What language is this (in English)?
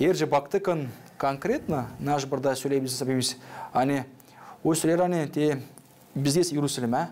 Gagauz